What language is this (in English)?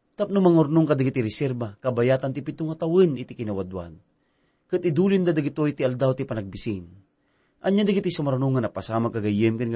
Iloko